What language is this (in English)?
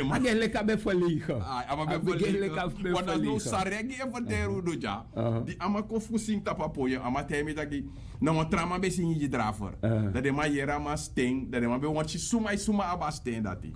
Sranan Tongo